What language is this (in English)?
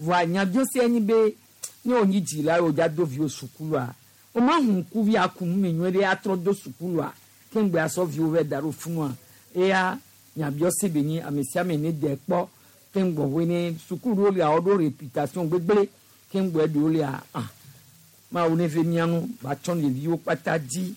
Gen